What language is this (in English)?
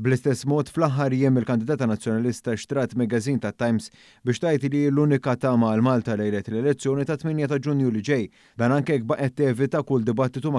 Maltese